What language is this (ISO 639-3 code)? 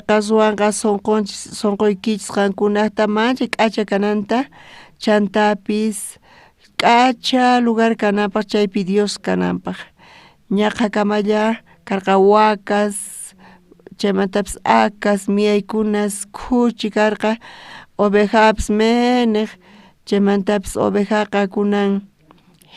quh